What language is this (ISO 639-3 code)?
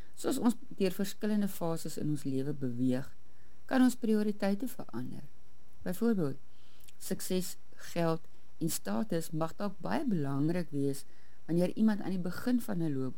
afr